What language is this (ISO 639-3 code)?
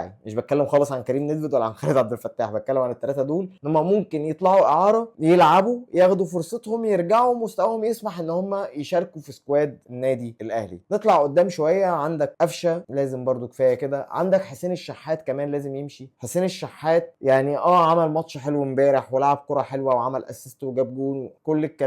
arz